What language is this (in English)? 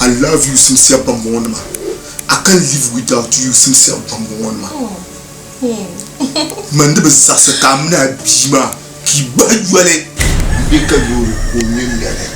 Dagbani